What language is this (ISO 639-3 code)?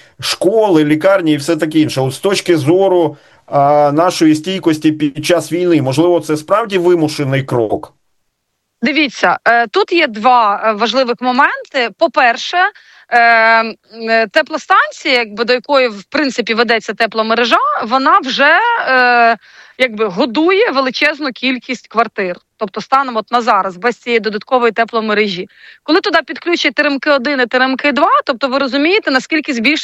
ukr